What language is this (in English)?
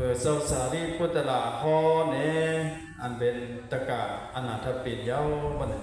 Shan